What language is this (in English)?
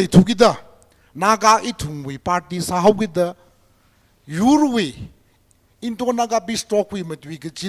Tangkhul Naga (India)